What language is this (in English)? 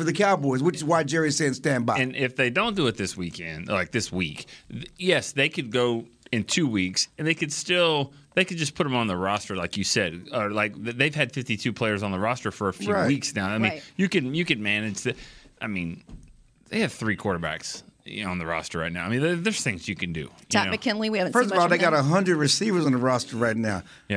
English